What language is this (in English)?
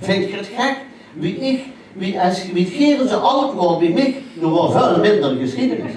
Limburgish